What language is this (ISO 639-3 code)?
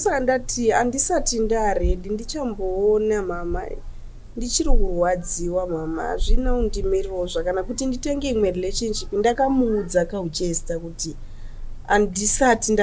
sna